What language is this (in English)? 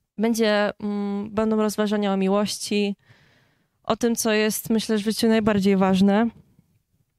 Polish